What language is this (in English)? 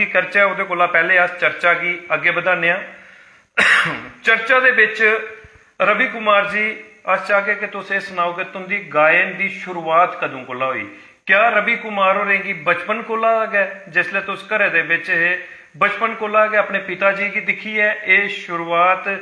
Dogri